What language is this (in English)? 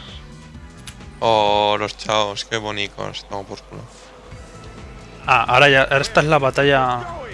Spanish